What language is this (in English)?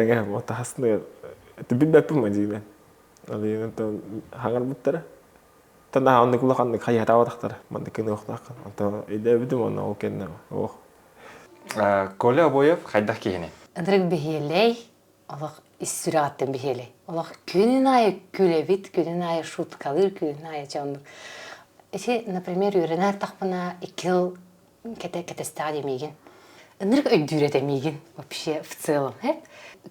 Yakut